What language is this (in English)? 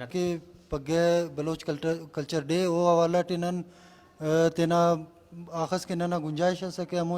Brahui